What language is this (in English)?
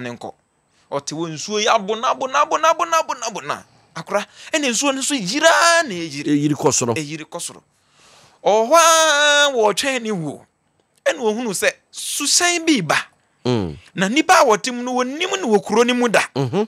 Akan